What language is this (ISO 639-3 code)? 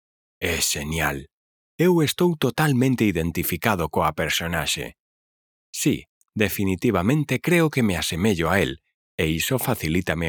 glg